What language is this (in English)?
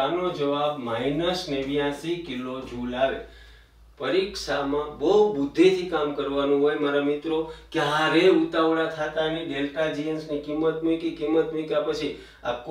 Gujarati